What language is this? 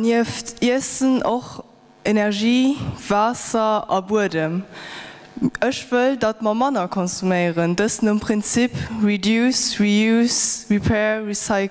Luxembourgish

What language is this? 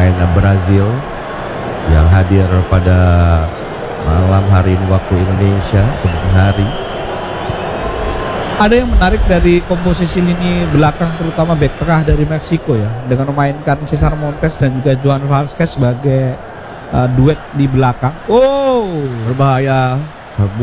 Indonesian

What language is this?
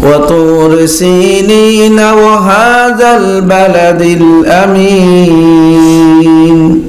Sylheti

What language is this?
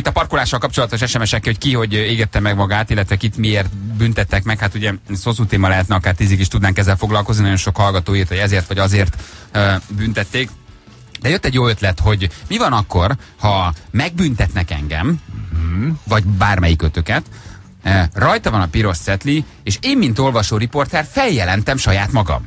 Hungarian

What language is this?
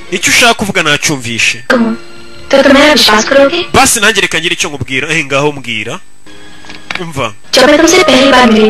Kinyarwanda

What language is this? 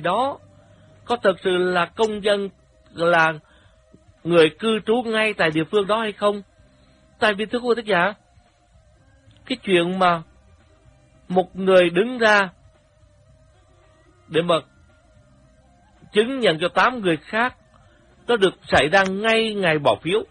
Vietnamese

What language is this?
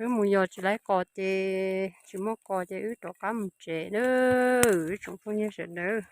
Hmong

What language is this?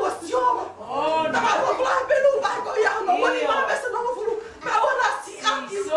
Tongan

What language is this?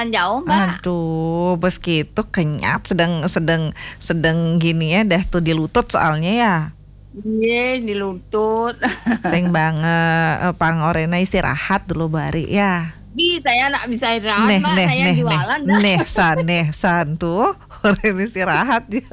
Balinese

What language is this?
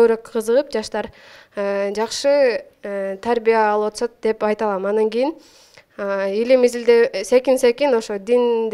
Kyrgyz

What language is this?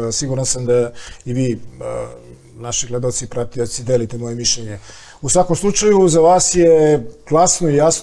Serbian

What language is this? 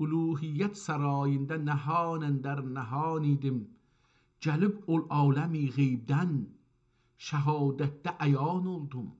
South Azerbaijani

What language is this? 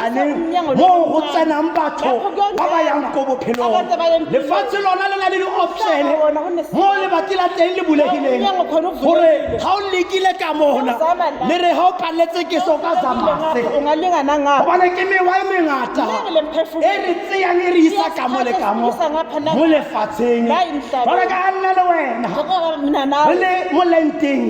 Tswana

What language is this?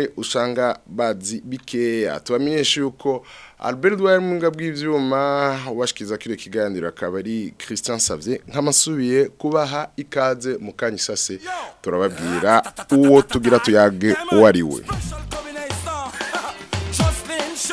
Rundi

